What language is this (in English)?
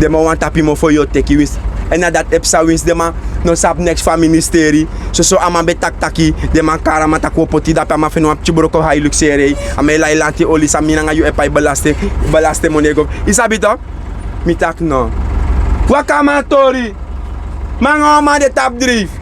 Sranan Tongo